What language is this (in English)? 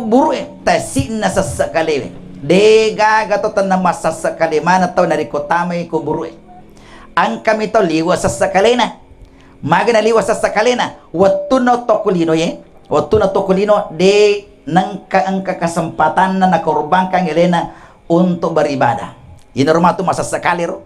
Buginese